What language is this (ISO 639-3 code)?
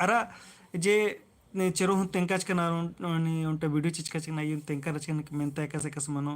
kru